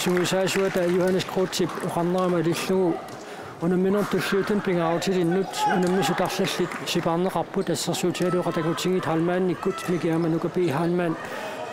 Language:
Kalaallisut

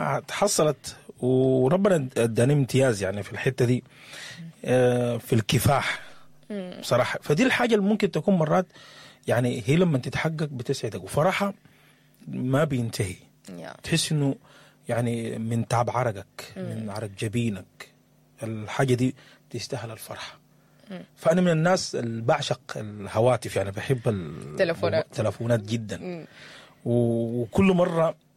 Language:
Sudanese Arabic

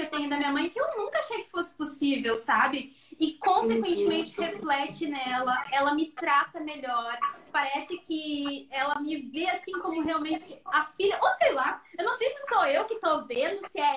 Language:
Portuguese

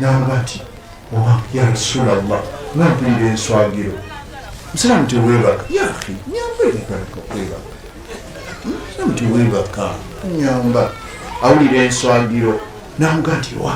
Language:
Ganda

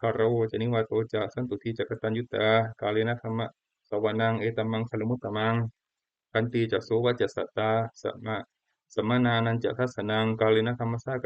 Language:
Pali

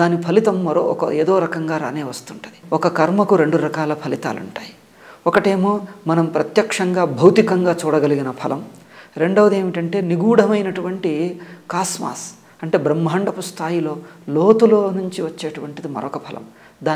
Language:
Telugu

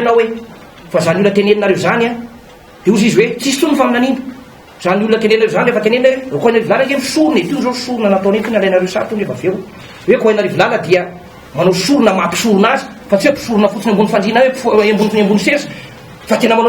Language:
Malagasy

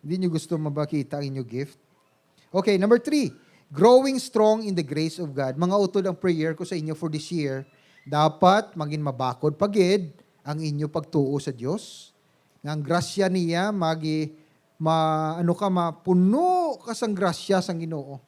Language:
Hiligaynon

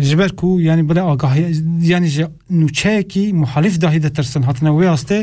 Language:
Kurdish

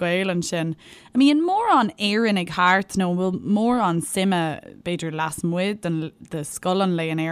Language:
Irish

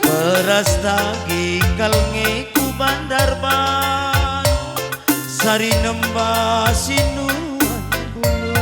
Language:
Batak Karo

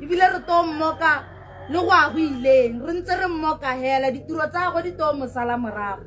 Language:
Tswana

